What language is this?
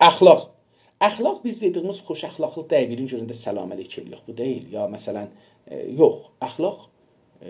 South Azerbaijani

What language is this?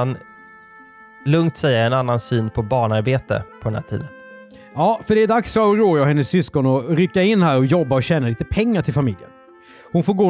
Swedish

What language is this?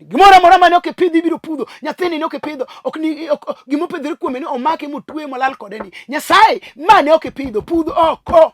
Luo (Kenya and Tanzania)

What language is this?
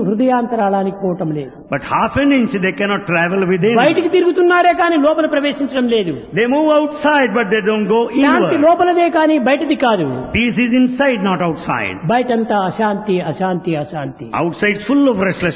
Telugu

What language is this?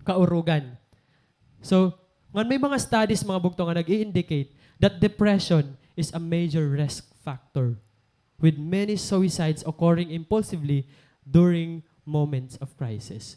Waray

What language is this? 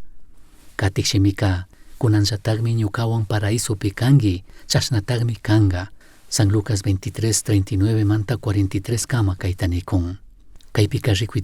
Chimborazo Highland Quichua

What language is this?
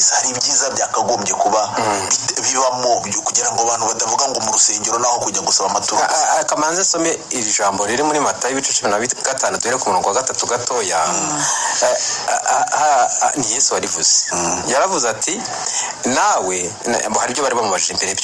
Kinyarwanda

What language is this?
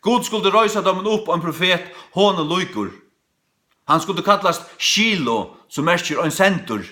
Faroese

